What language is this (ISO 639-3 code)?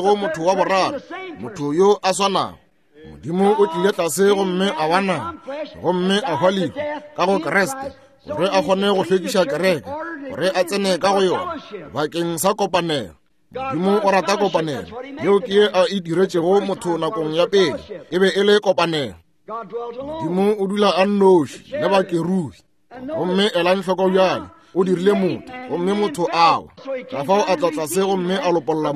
nso